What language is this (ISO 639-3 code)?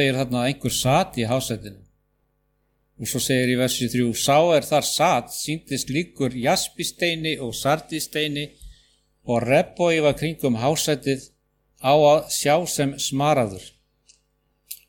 isl